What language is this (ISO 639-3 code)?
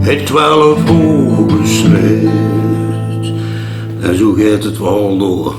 lim